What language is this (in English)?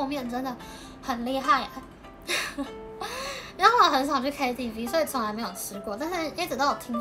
Chinese